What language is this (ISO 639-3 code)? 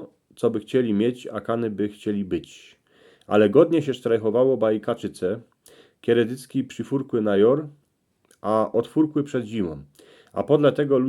szl